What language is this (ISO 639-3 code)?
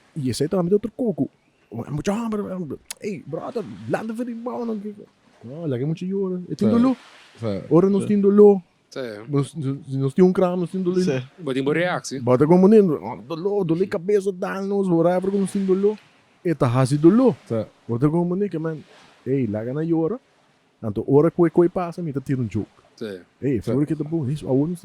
pap